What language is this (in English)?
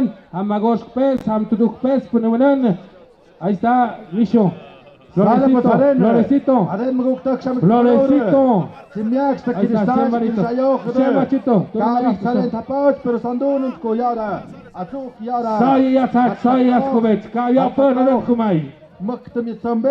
Tlahuitoltepec Mixe